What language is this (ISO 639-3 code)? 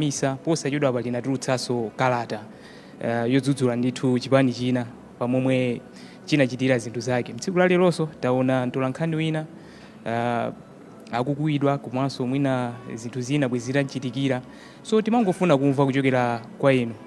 nya